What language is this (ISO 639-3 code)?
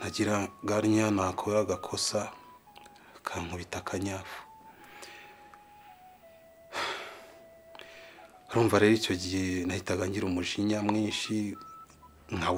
kin